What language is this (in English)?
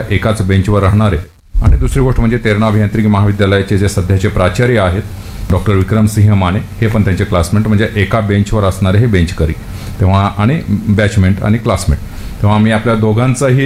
Marathi